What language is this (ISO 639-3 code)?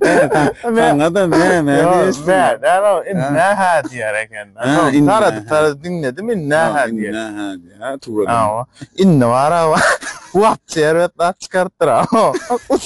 tuk